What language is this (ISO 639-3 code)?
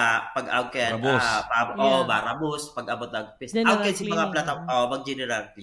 bik